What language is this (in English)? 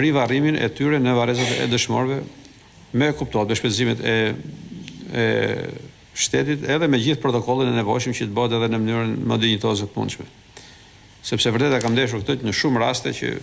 Albanian